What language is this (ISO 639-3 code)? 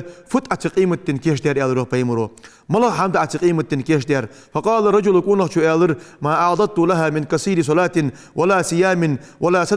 inh